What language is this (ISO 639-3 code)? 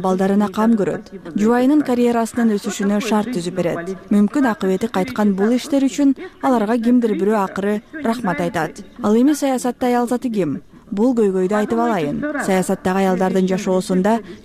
kir